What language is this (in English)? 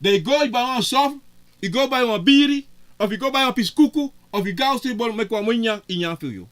Sranan Tongo